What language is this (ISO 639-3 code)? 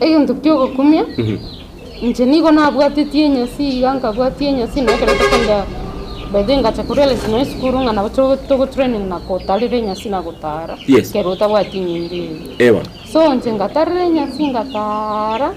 guz